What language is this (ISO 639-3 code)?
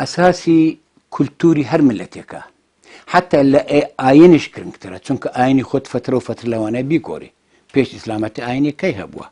ckb